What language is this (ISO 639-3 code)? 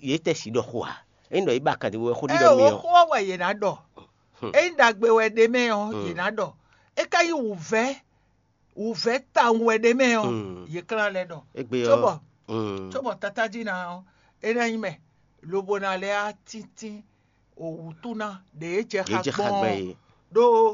fon